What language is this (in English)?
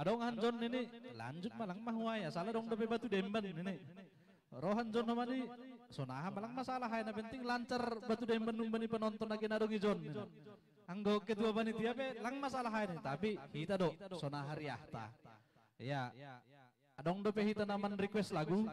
Batak Simalungun